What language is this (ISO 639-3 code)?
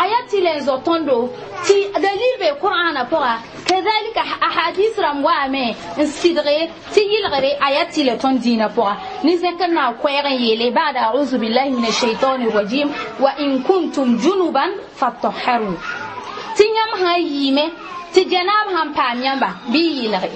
mos